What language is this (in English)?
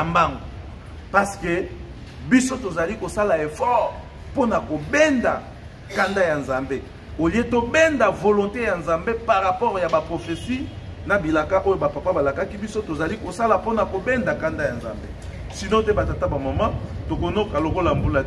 Lingala